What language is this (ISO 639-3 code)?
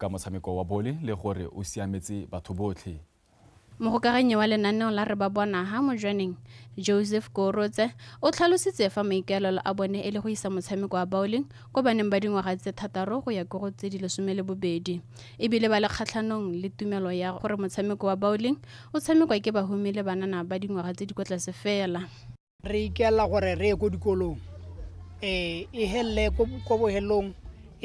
tsn